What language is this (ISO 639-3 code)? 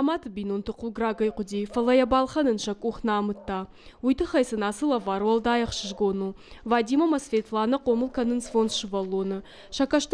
oss